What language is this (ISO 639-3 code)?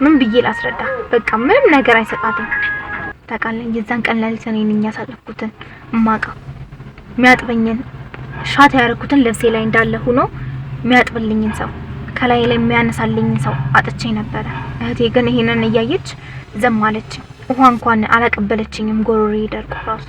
amh